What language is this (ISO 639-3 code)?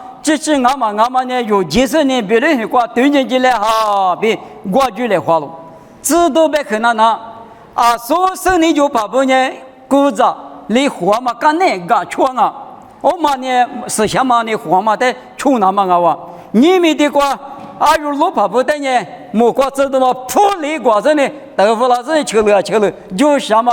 lis